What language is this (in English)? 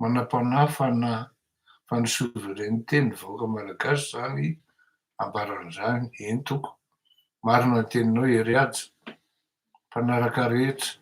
Malagasy